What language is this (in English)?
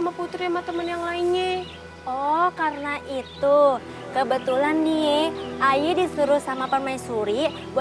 Betawi